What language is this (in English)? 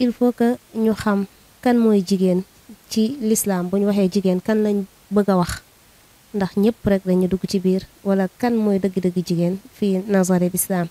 Wolof